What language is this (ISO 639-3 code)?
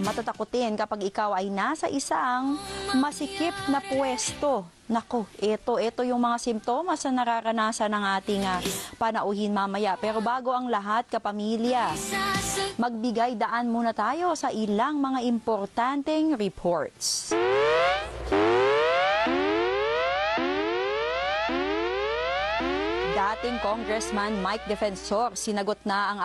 fil